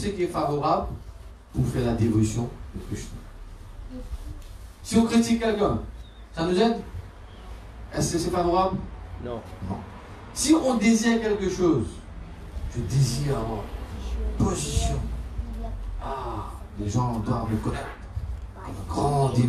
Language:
French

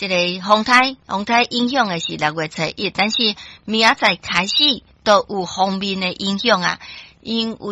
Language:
Min Nan Chinese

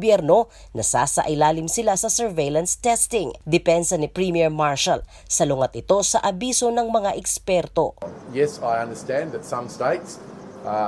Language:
Filipino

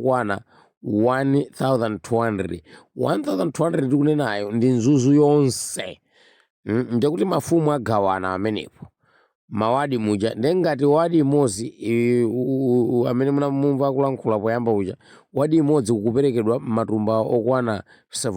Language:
Nyanja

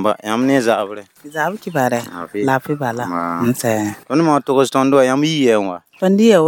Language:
Mossi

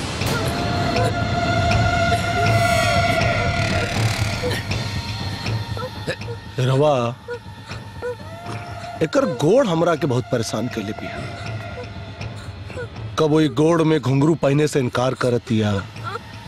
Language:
Bhojpuri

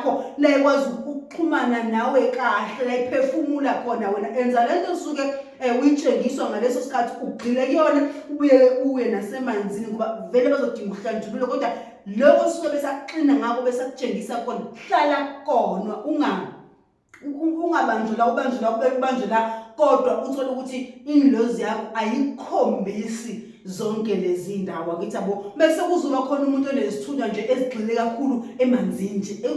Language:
Zulu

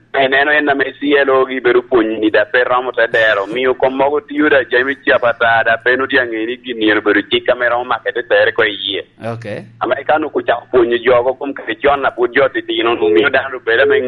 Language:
Lango (Uganda)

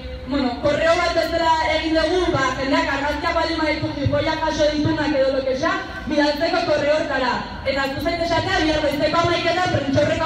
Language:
Basque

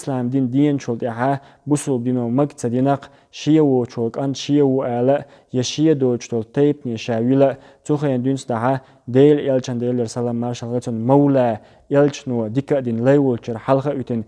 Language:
Chechen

